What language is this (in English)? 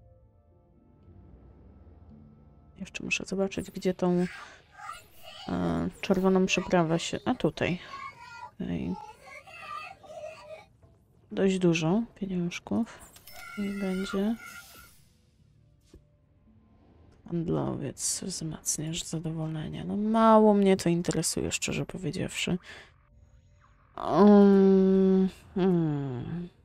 Polish